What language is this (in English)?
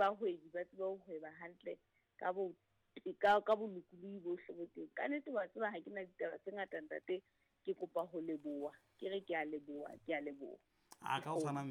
Southern Sotho